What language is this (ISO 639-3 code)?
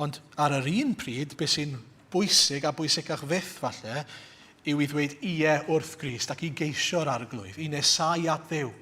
cym